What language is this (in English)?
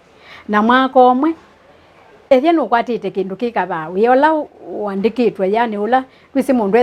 Kamba